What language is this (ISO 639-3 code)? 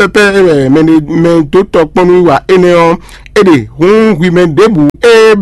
fon